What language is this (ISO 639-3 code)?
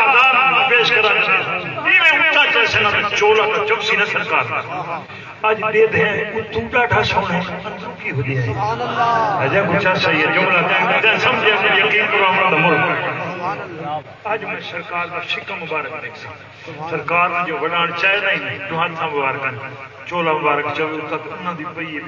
skr